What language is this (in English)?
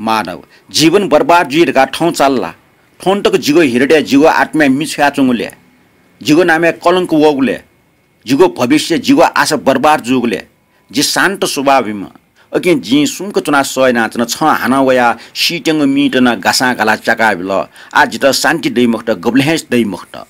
Newari